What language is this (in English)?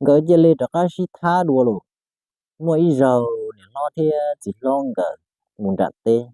Hmong